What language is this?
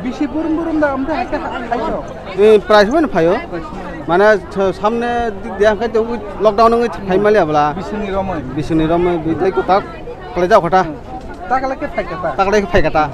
Kok Borok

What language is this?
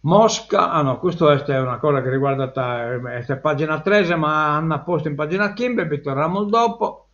Sardinian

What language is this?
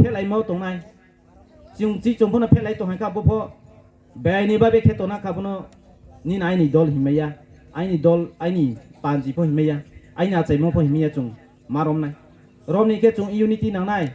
Riang (India)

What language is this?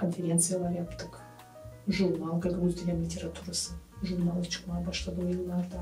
Gagauz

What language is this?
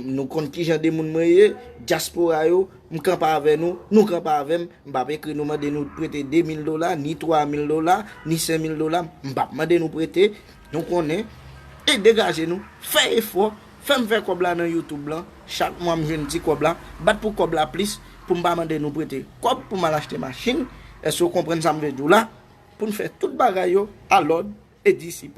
Haitian Creole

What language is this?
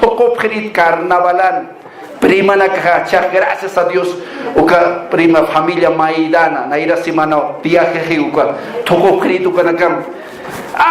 Aymara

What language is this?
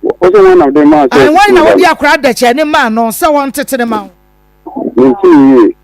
Akan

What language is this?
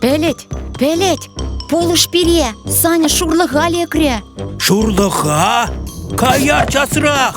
Chuvash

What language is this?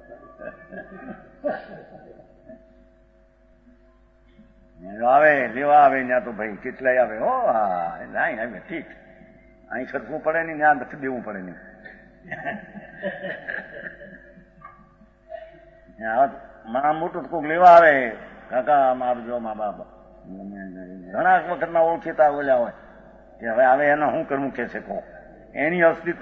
Gujarati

